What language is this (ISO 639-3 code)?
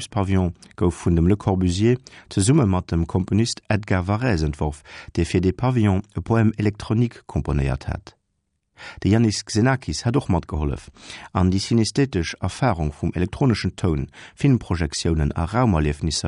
ltz